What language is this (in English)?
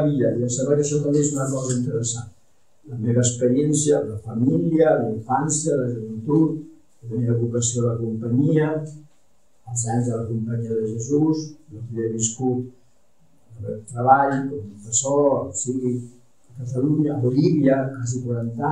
Catalan